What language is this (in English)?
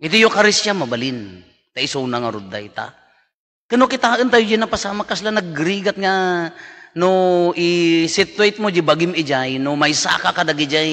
Iloko